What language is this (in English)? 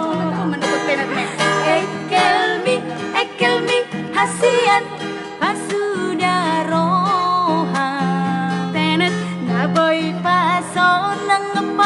Batak Toba